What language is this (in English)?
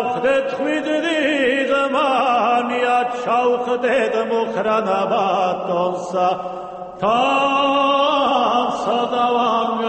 Georgian